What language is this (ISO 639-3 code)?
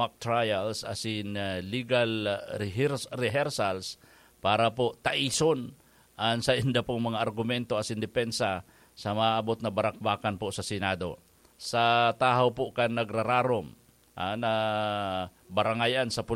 bik